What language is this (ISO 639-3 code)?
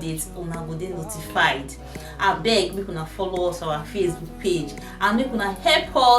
pcm